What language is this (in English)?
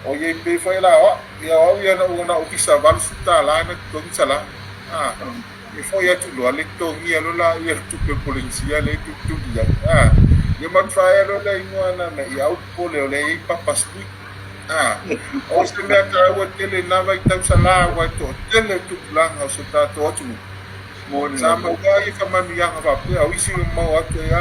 Samoan